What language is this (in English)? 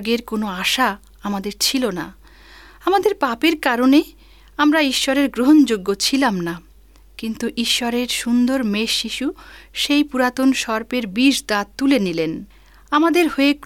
Bangla